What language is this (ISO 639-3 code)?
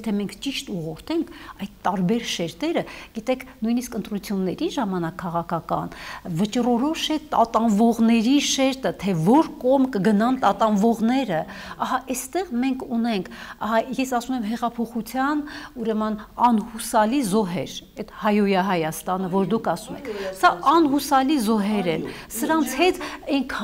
hye